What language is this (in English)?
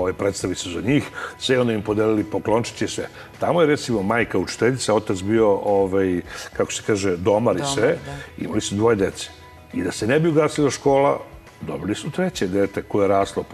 Serbian